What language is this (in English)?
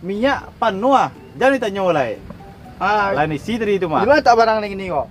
Minangkabau